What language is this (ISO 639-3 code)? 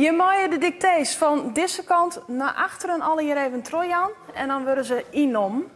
fry